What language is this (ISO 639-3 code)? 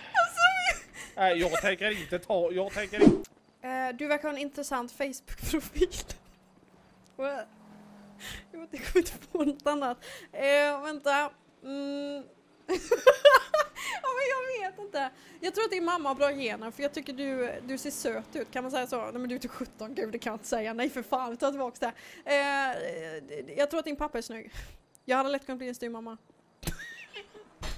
swe